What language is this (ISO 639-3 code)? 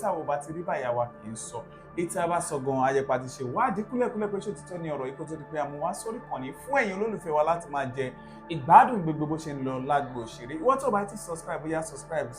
yor